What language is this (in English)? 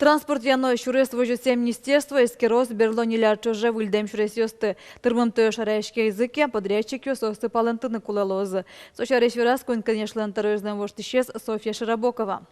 Udmurt